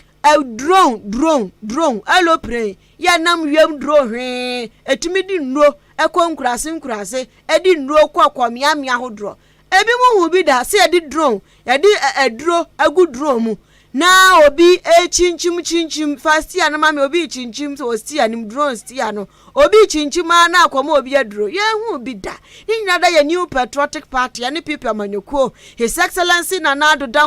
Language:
Akan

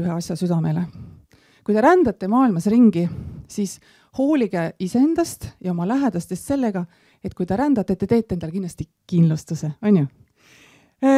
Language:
Estonian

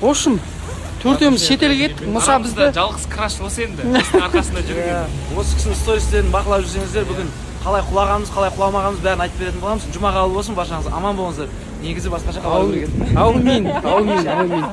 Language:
Kazakh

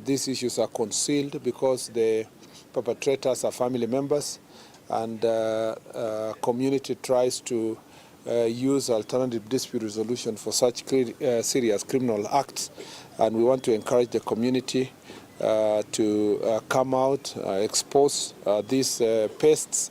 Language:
Meru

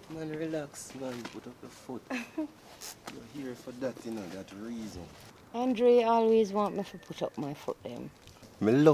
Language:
Jamaican Creole English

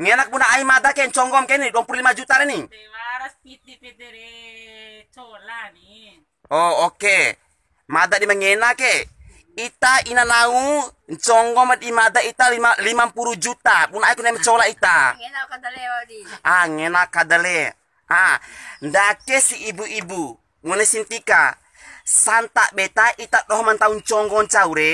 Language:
Bima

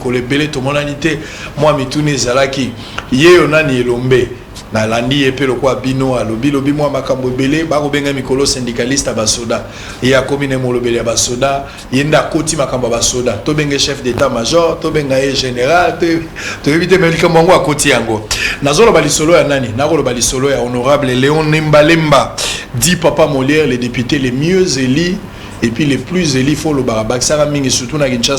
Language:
Lingala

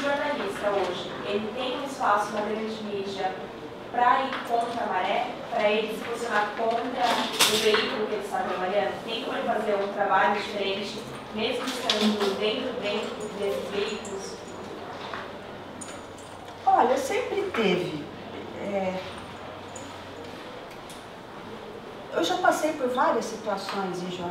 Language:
Portuguese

